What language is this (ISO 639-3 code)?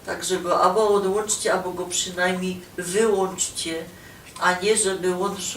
szl